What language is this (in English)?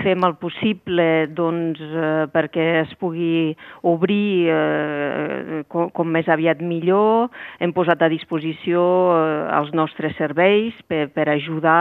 Catalan